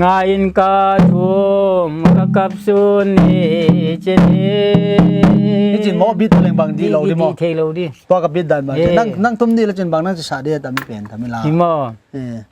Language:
Paite Chin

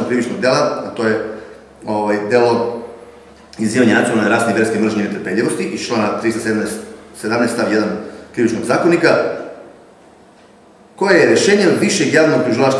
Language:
Serbian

